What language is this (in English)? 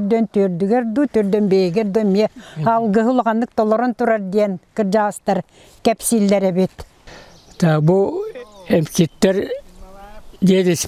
Yakut